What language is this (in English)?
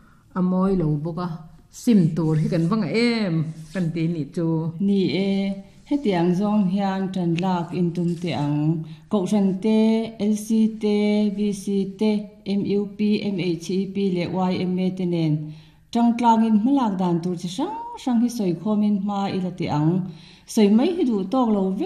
Mizo